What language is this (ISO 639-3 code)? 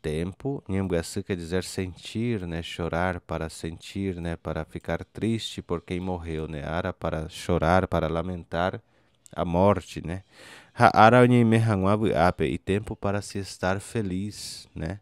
grn